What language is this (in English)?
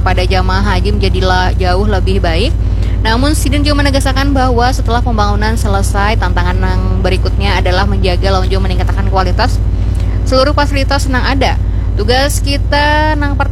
Banjar